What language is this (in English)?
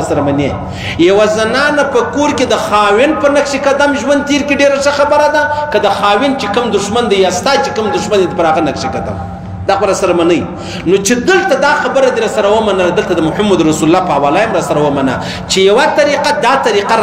Pashto